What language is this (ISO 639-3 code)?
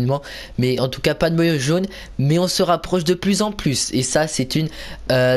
fra